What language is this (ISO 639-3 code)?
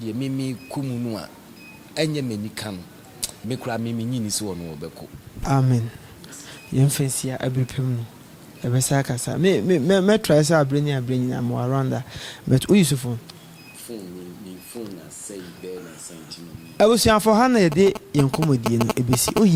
aka